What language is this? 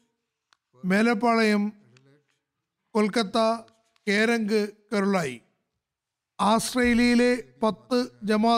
Malayalam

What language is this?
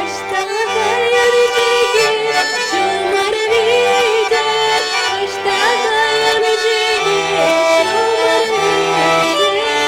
Chuvash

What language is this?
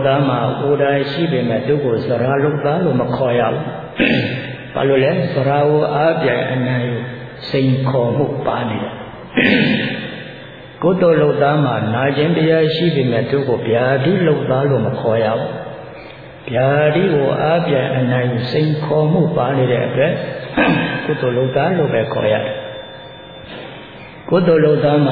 Burmese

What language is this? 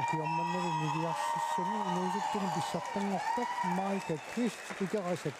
Kalaallisut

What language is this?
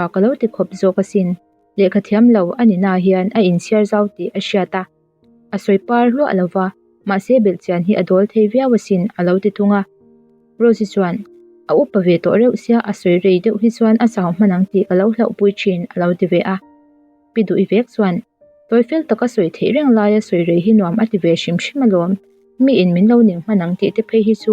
Mizo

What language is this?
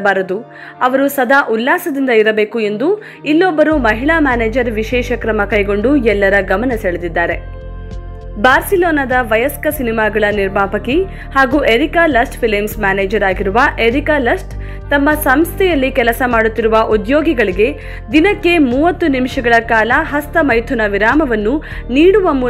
Kannada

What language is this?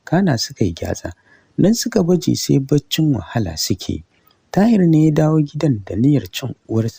Hausa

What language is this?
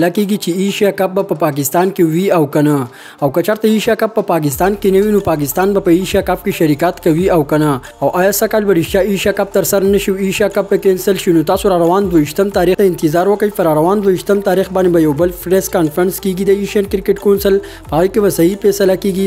Pashto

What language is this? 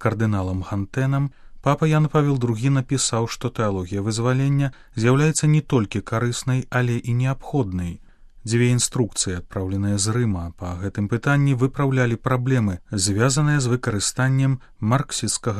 Belarusian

